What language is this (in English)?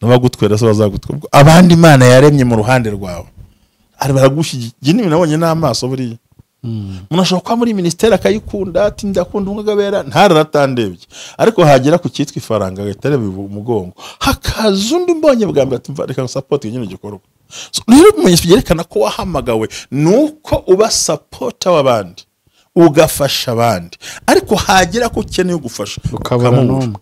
Kinyarwanda